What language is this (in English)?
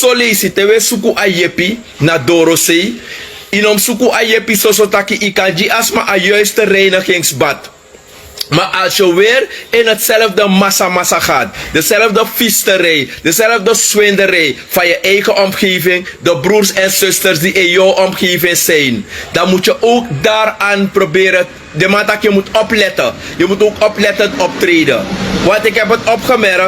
Sranan Tongo